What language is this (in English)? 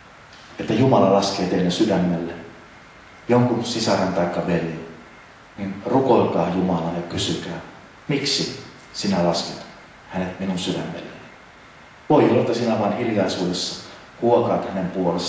Finnish